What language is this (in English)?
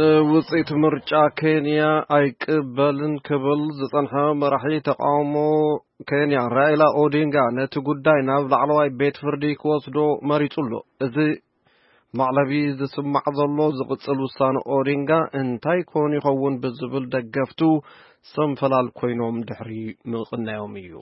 Tigrinya